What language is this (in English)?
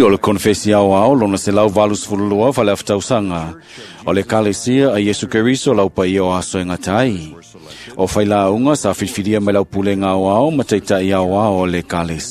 Samoan